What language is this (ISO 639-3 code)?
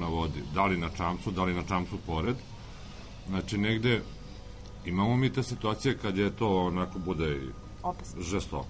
srp